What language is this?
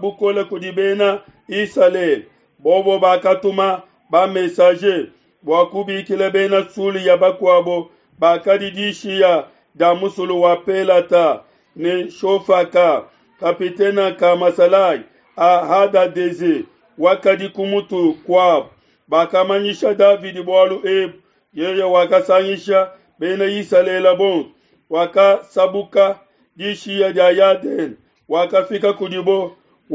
Luba-Lulua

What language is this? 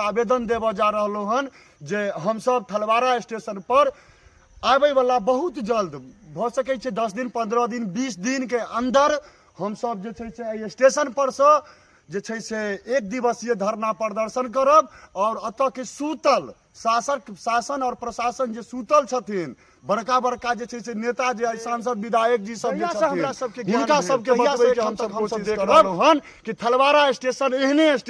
Maithili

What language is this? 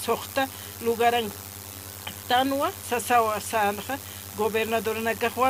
Aymara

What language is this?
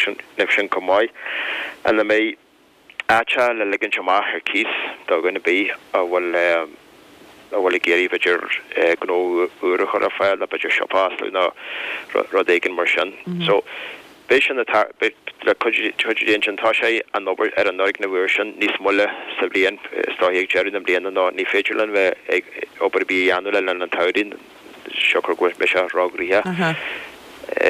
Irish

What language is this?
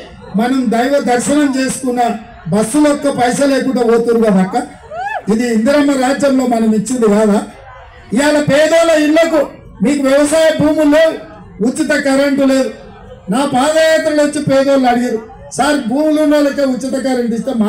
Telugu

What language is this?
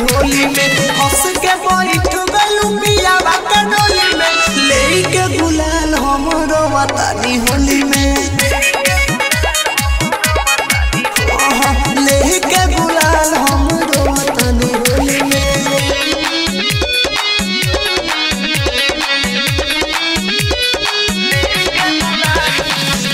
Bhojpuri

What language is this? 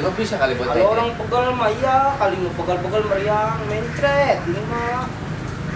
Betawi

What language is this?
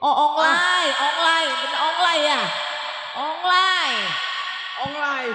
Betawi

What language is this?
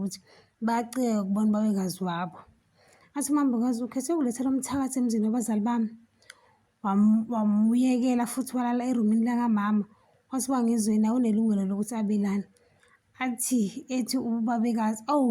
Zulu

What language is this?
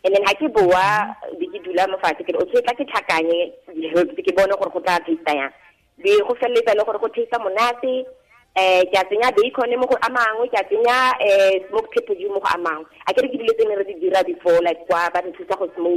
Tswana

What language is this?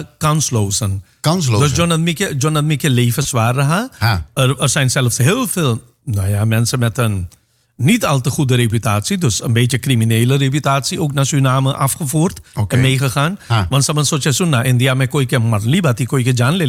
Dutch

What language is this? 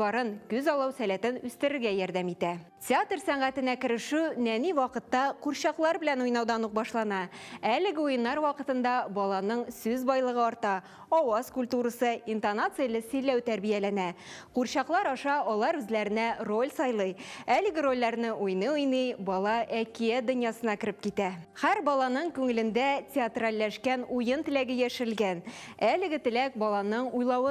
Tatar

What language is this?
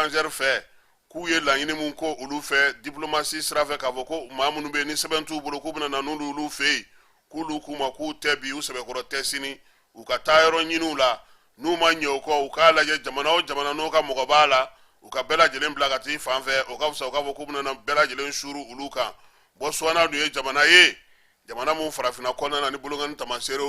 Bambara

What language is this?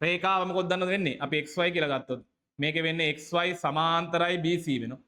Sinhala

